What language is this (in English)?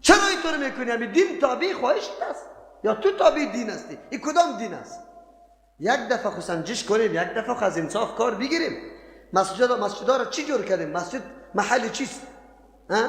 Persian